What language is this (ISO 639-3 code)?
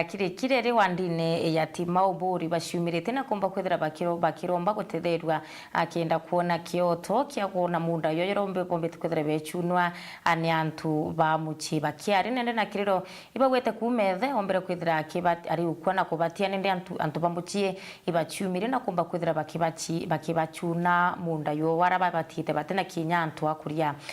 mer